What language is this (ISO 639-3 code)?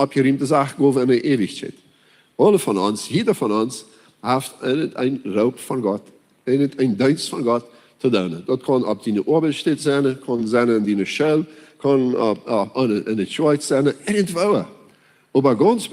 pdt